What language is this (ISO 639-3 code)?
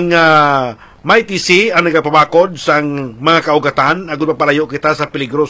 hil